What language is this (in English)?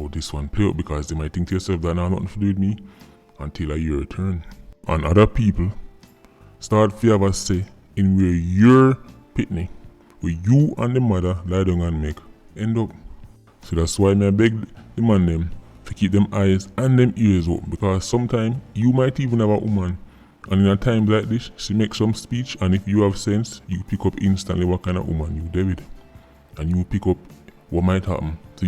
Jamaican Creole English